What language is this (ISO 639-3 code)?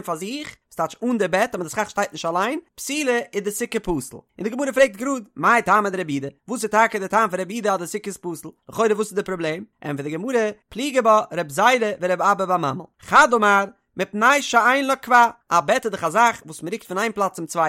yid